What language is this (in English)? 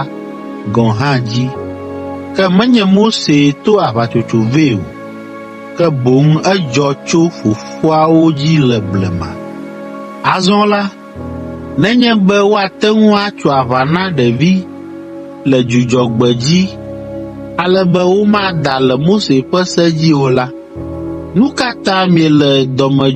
Ewe